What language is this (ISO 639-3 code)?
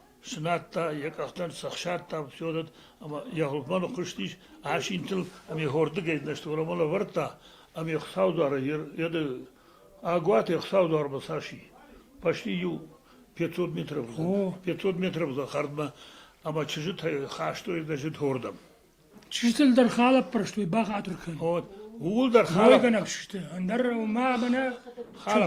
oss